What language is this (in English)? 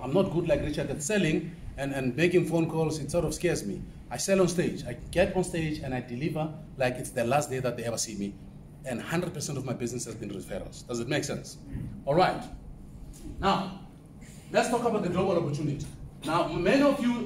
English